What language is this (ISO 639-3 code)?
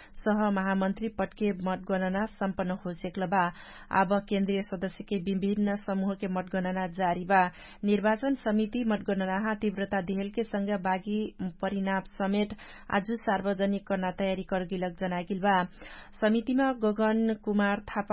thl